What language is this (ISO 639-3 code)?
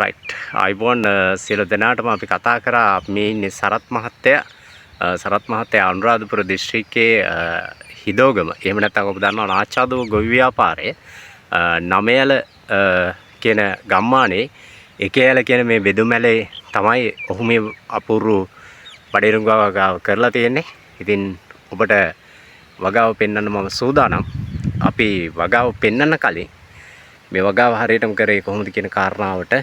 sin